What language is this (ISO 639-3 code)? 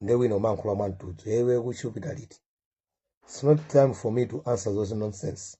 nya